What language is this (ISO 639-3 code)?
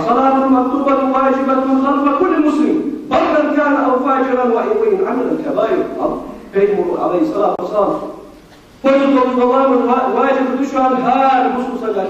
inh